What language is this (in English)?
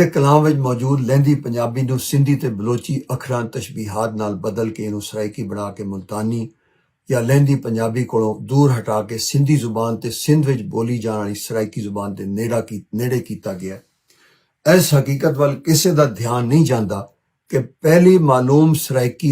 Western Panjabi